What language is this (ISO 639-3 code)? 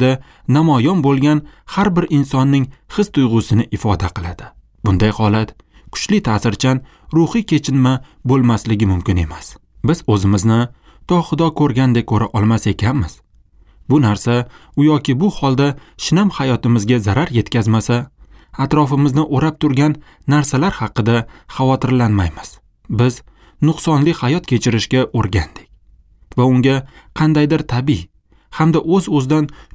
uzb